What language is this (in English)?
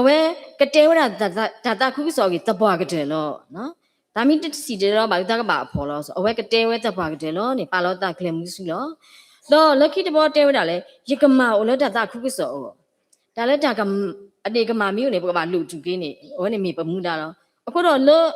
S'gaw Karen